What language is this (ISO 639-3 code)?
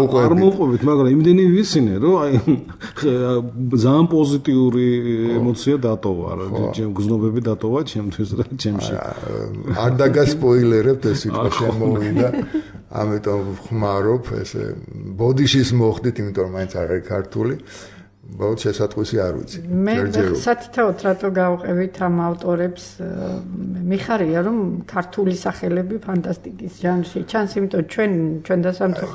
kat